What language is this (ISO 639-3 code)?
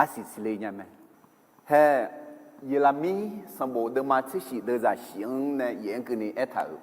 ahk